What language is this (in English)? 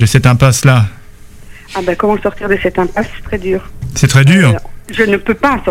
French